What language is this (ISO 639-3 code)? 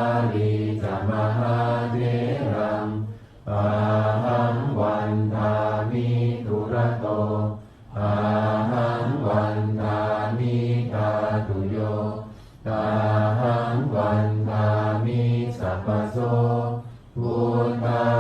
pli